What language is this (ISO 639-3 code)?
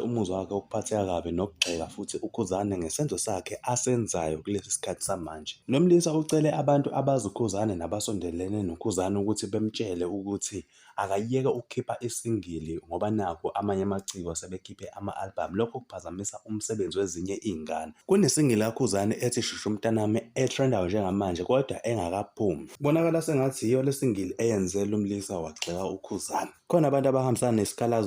zul